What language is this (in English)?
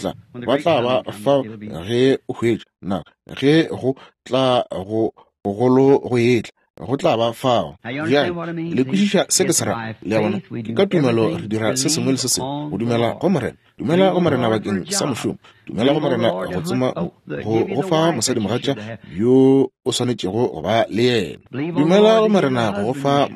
Northern Sotho